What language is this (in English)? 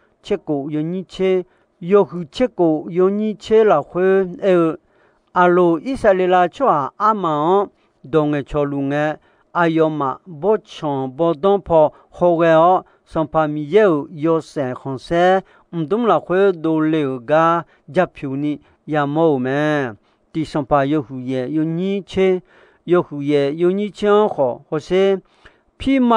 Akha